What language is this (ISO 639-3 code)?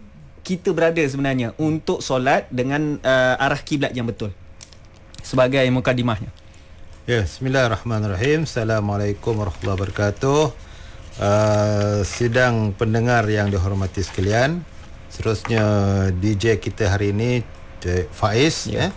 msa